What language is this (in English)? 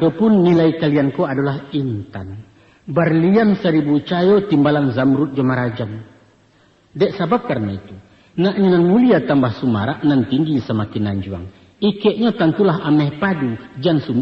Minangkabau